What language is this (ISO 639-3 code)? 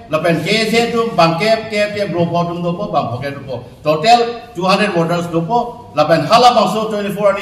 mjw